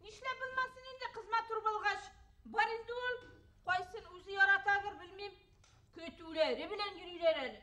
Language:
Bashkir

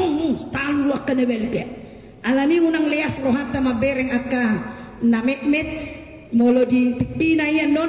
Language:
Batak Toba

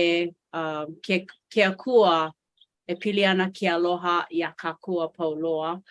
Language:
Hawaiian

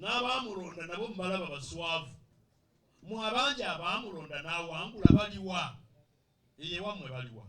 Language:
Ganda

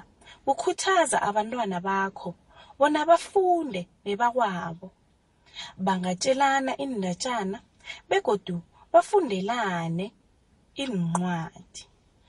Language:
South Ndebele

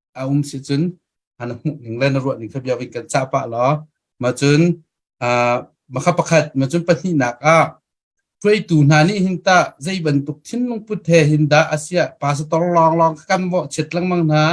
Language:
Hakha Chin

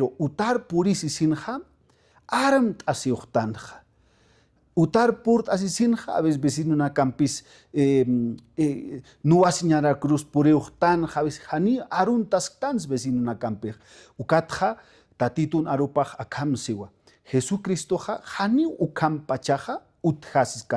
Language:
Aymara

